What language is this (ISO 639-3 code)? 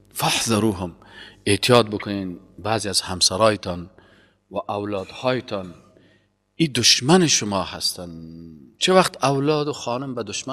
fas